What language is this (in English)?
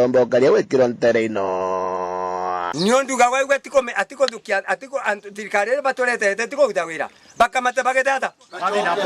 Meru